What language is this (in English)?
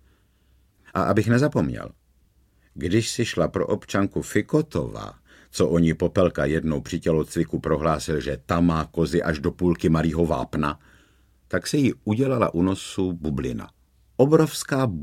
Czech